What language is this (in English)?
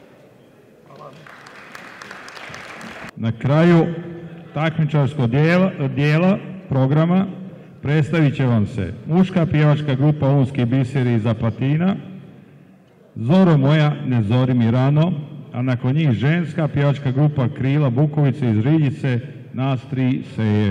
Croatian